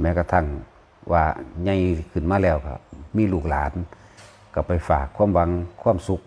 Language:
Northeastern Thai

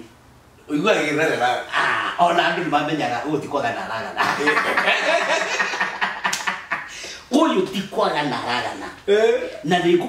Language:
Kikuyu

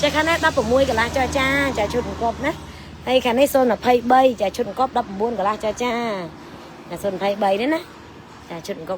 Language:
Khmer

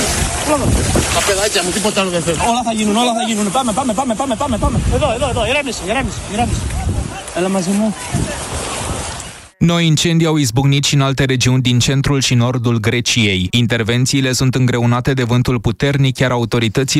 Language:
Romanian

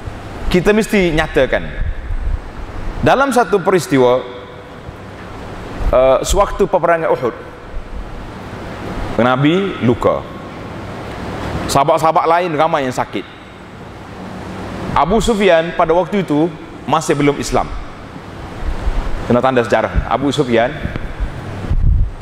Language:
Malay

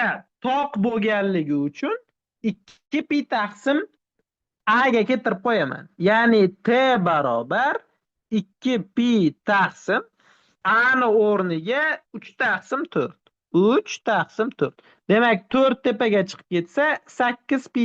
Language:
Uzbek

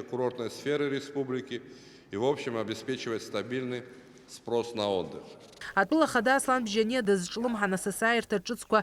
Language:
Abkhazian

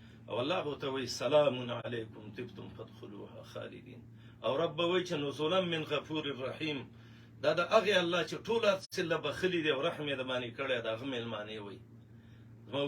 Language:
Pashto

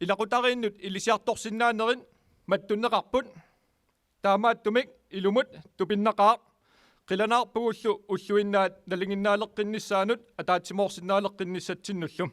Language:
Kalaallisut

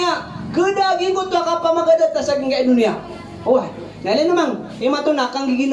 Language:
Maranao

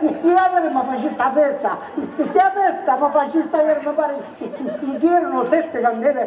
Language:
Sicilian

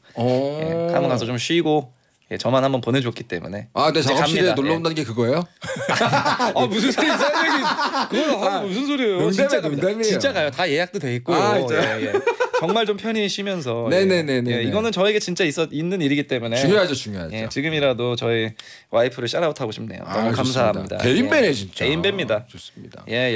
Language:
Korean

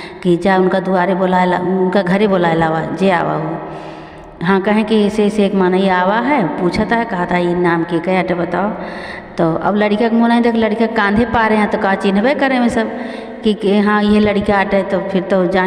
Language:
Awadhi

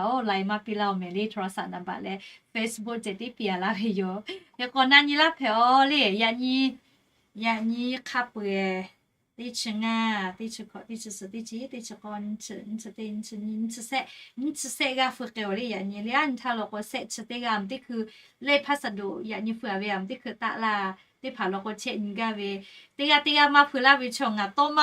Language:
Lahu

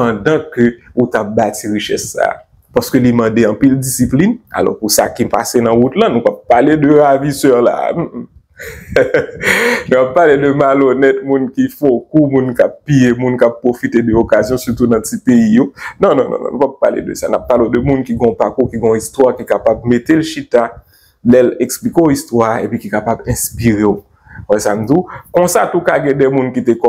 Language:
Haitian Creole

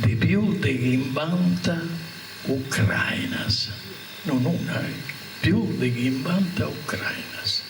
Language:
Sardinian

